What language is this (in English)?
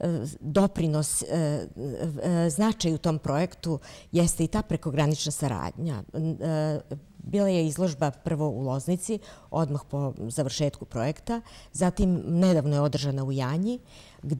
Serbian